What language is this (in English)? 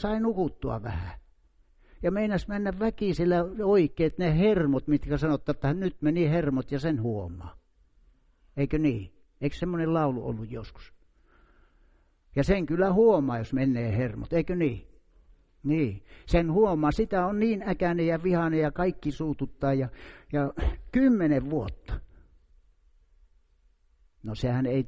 Finnish